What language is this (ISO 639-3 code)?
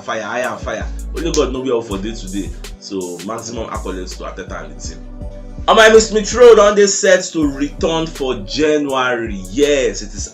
pcm